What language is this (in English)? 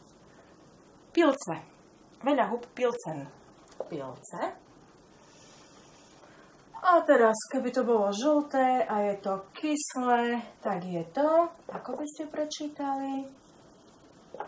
Slovak